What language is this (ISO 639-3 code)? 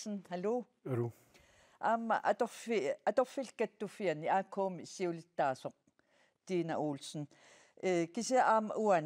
kal